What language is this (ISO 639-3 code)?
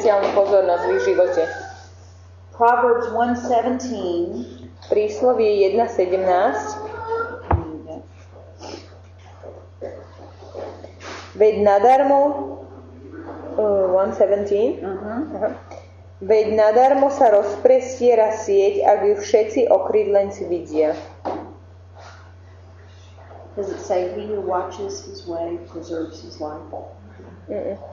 slk